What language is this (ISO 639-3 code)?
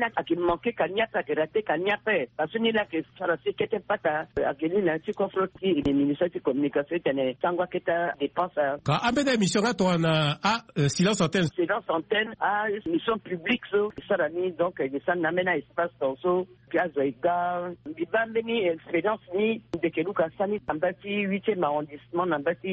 sag